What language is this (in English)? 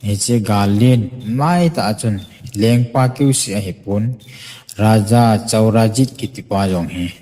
Thado Chin